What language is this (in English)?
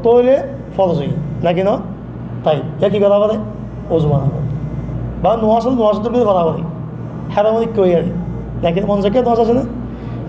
Rohingya